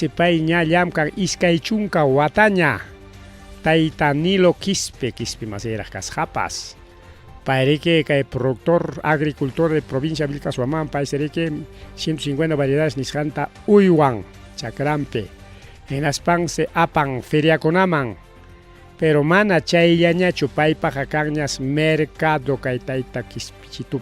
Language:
Ayacucho Quechua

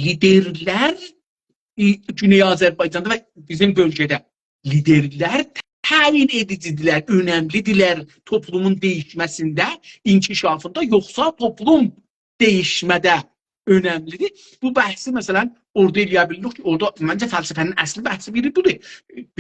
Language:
South Azerbaijani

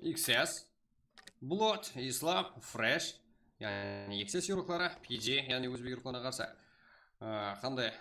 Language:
Kara-Kalpak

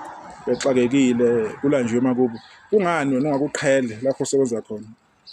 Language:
Zulu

